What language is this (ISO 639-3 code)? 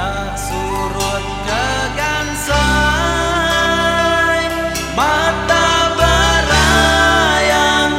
iba